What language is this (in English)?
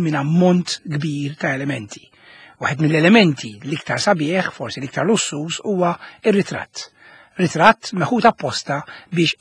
Maltese